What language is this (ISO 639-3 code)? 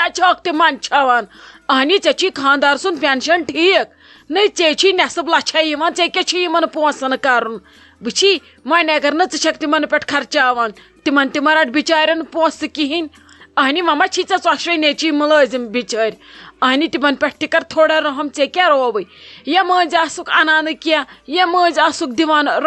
kas